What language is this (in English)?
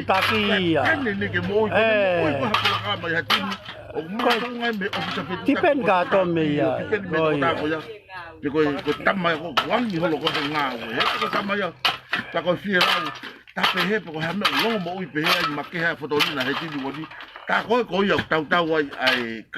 Tongan